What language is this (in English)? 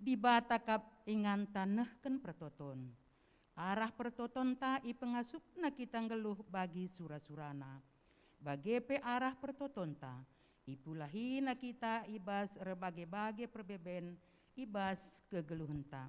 Batak Karo